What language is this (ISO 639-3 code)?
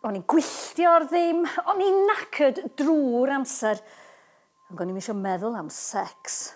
cym